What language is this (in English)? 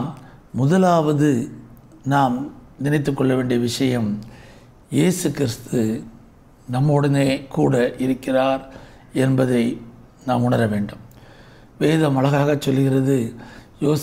Tamil